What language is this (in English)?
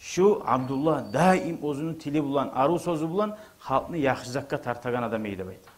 Kumyk